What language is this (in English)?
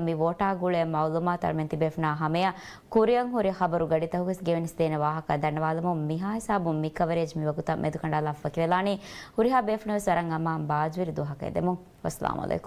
Divehi